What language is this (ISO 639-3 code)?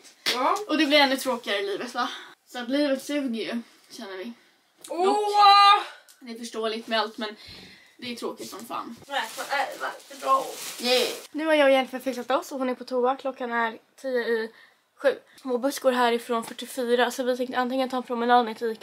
swe